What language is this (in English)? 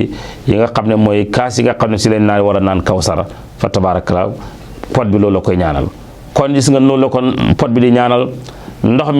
Wolof